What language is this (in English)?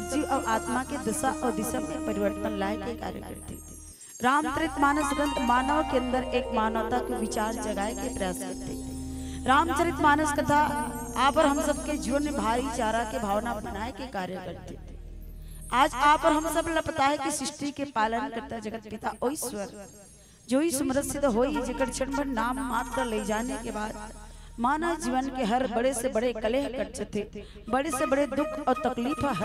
Chhattisgarhi